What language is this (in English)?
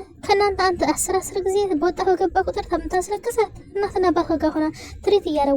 Amharic